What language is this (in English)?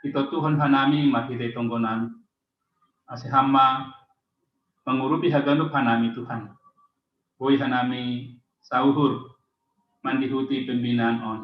Batak Simalungun